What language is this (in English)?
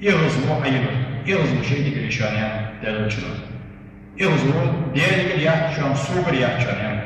Ingush